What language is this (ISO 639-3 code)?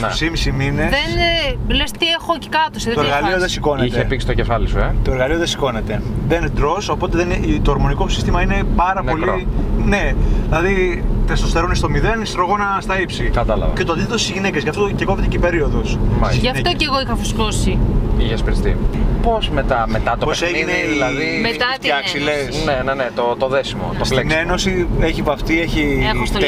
ell